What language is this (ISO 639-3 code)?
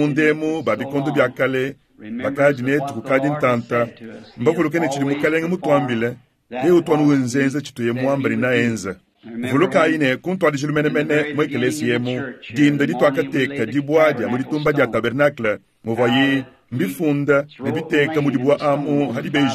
lua